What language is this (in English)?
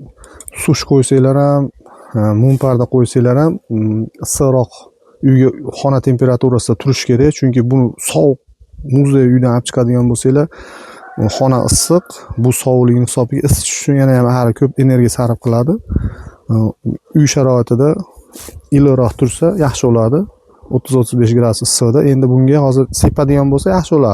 Uzbek